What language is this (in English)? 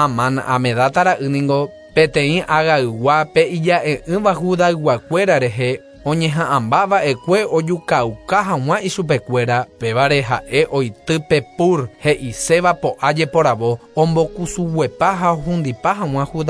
Guarani